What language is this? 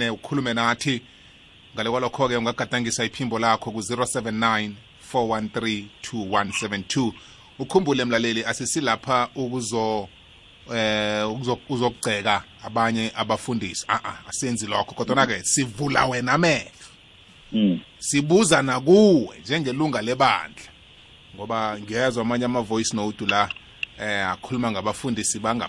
South Ndebele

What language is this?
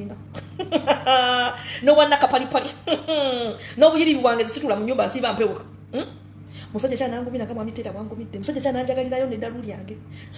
Ganda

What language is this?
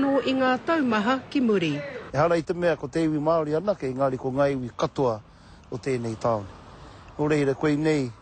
Māori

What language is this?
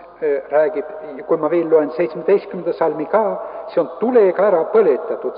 Estonian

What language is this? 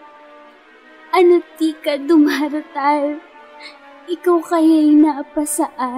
Filipino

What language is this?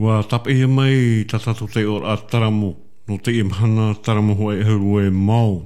Tahitian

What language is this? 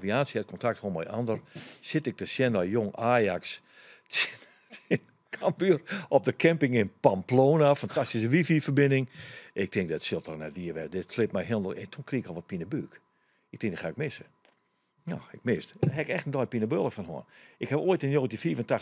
Western Frisian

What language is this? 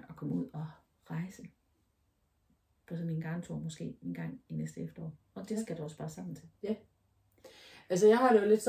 Danish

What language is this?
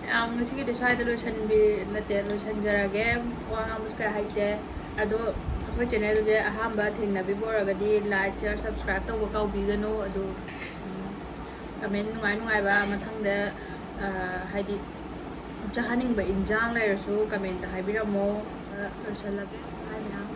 Manipuri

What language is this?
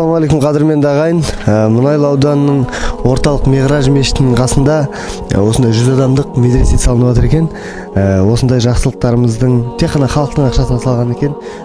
Kazakh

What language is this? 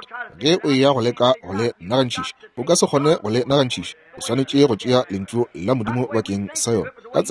Northern Sotho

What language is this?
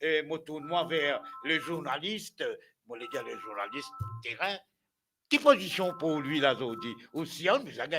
Morisyen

